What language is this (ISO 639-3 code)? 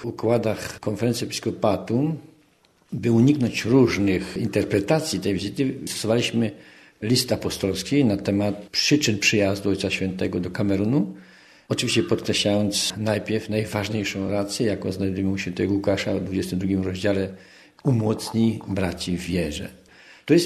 pol